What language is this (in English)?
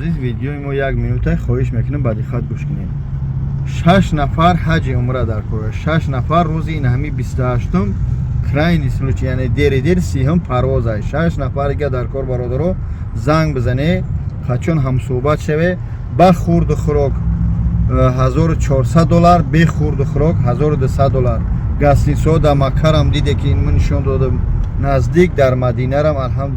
Tajik